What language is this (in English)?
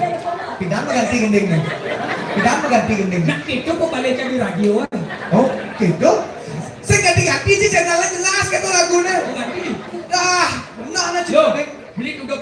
Balinese